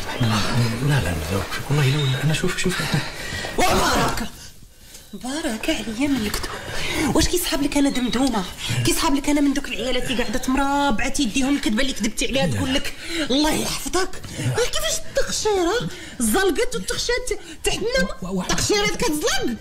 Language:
Moroccan Arabic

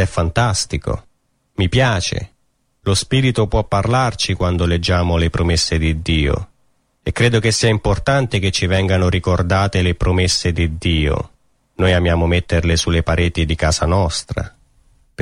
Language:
Italian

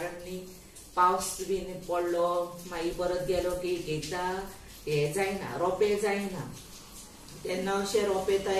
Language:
Konkani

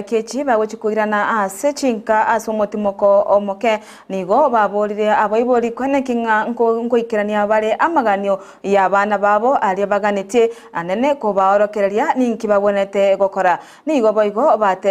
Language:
Gusii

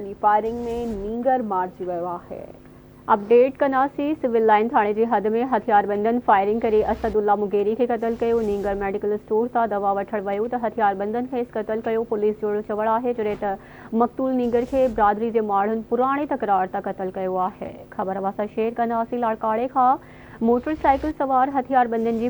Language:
Sindhi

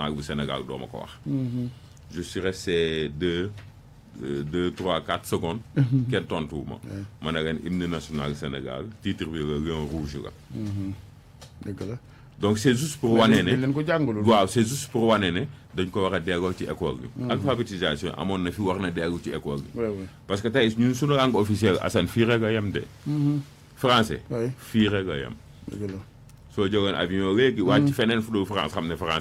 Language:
Wolof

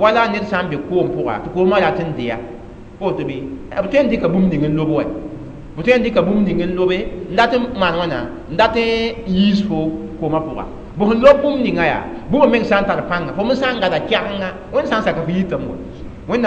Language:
Mossi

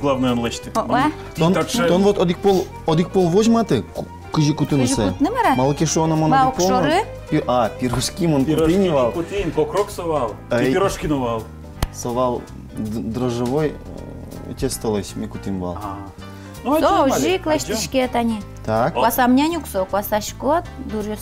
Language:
Udmurt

